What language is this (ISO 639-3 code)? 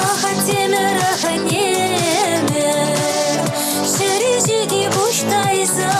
chv